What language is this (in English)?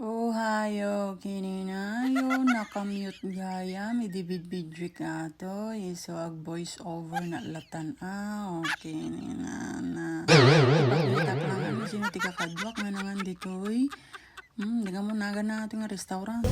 Iloko